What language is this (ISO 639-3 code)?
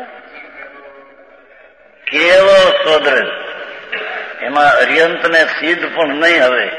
guj